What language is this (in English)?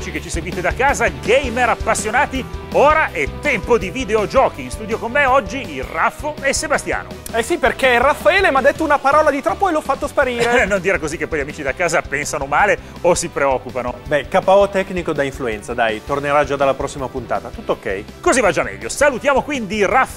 Italian